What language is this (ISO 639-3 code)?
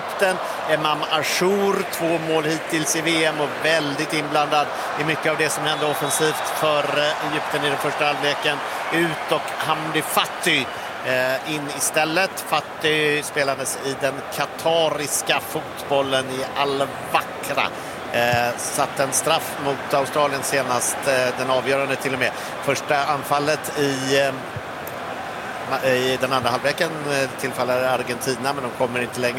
swe